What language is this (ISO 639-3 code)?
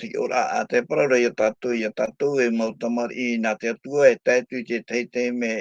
tah